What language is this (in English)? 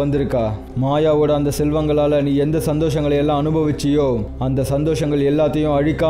Tamil